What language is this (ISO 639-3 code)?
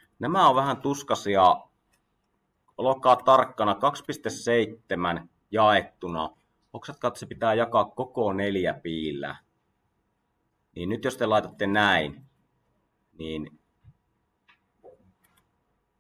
fin